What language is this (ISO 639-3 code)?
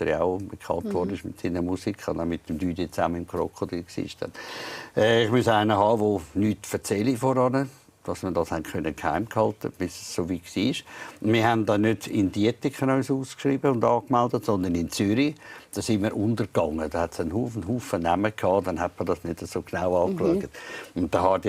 gsw